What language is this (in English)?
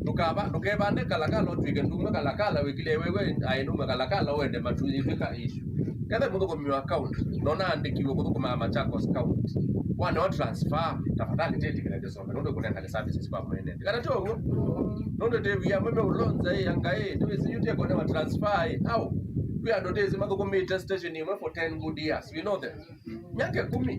Kamba